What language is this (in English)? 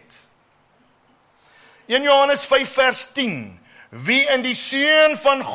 Afrikaans